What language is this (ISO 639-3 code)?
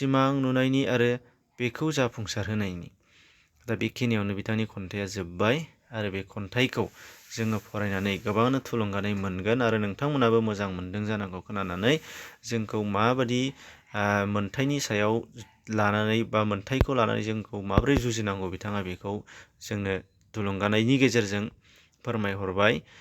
brx